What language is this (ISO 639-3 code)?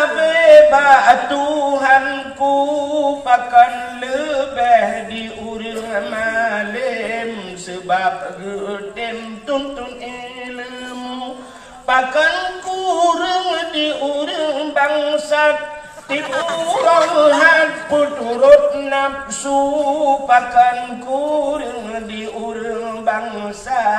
ace